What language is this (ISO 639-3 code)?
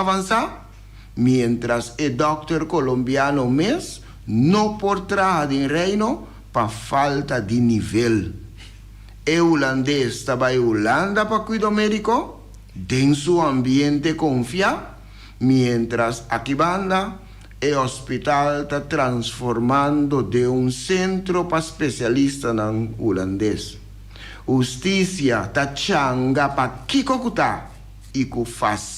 pap